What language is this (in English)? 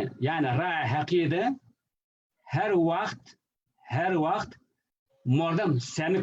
Zaza